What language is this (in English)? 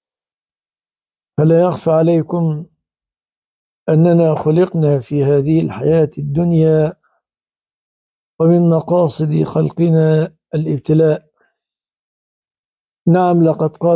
Arabic